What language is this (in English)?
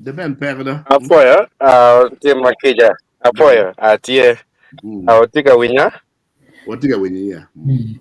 Acoli